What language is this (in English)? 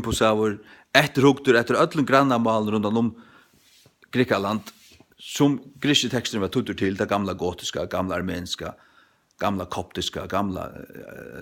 Faroese